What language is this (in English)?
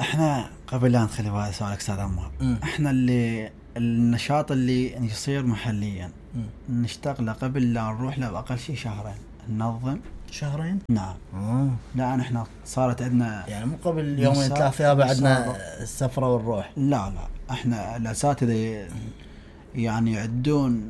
Mesopotamian Arabic